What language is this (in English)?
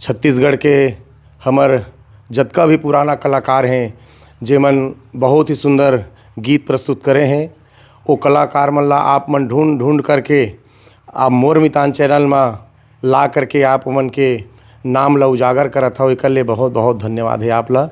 Chhattisgarhi